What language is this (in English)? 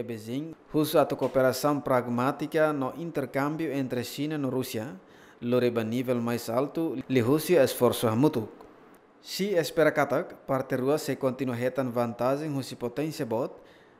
Tetum